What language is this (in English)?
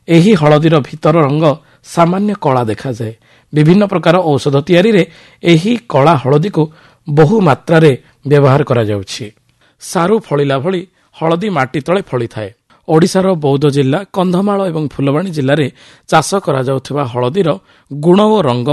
Odia